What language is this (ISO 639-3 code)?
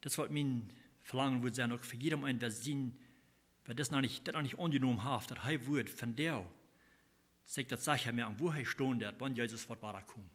pdt